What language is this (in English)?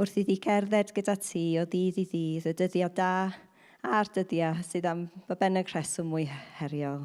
Welsh